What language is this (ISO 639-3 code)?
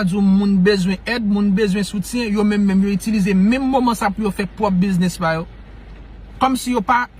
hat